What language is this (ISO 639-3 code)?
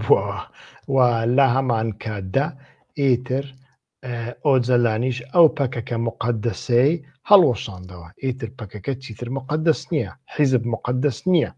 ckb